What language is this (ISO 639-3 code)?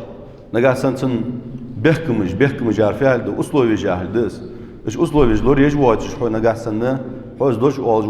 inh